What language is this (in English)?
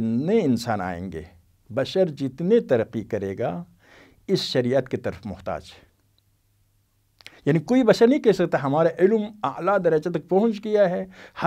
Urdu